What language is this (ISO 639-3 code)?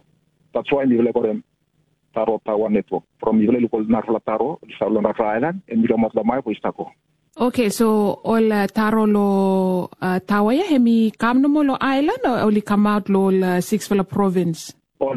tpi